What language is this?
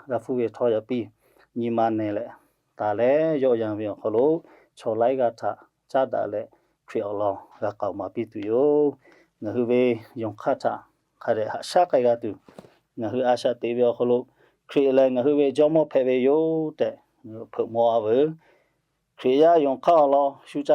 Lahu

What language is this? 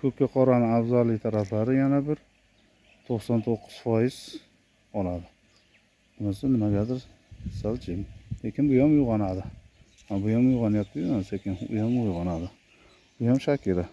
Uzbek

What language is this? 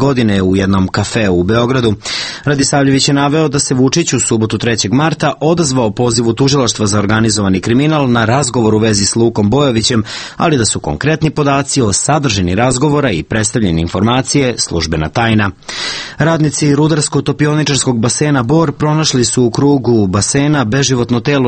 Serbian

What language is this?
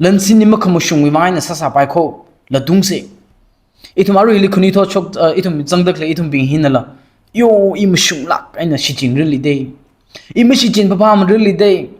Tangkhul Naga (India)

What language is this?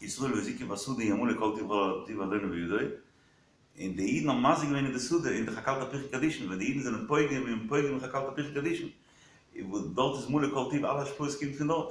Yiddish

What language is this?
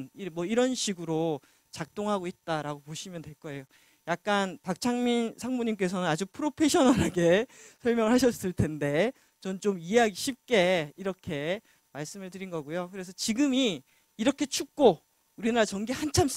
Korean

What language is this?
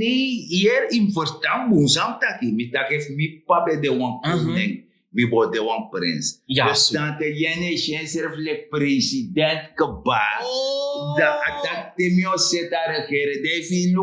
Sranan Tongo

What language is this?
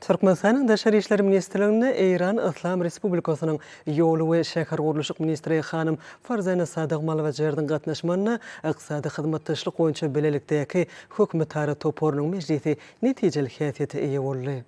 Turkmen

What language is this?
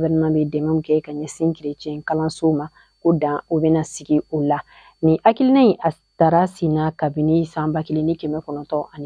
Bambara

